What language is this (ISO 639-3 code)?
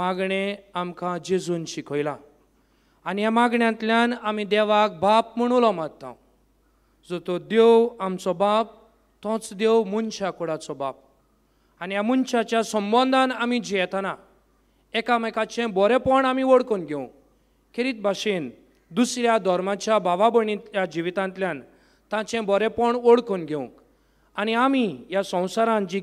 kok